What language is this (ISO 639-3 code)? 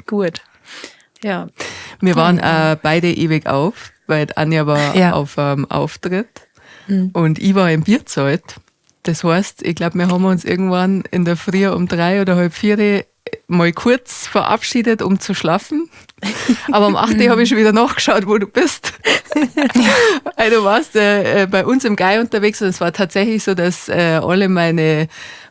bar